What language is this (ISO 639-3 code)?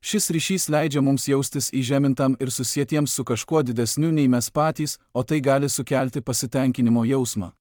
lit